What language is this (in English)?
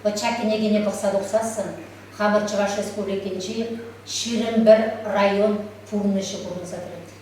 Chuvash